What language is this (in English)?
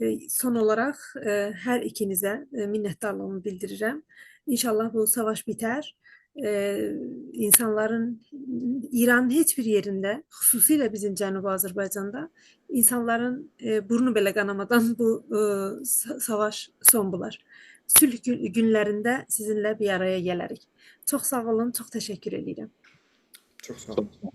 South Azerbaijani